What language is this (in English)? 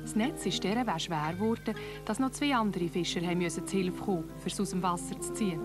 Swiss German